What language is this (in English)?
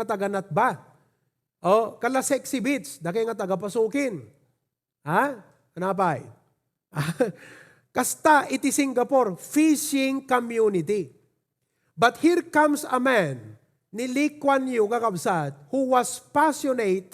Iloko